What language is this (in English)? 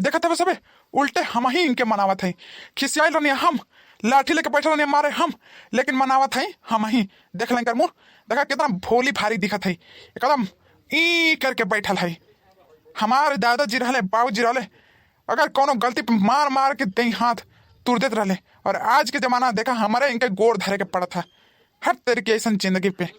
Bhojpuri